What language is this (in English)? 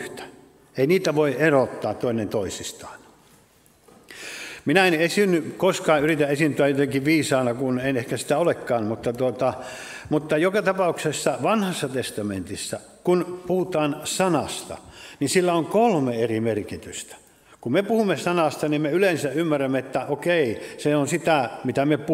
Finnish